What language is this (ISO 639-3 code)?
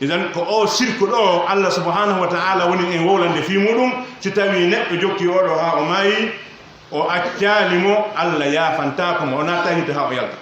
fuf